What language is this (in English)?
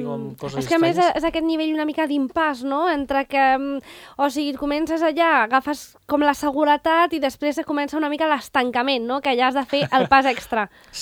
Catalan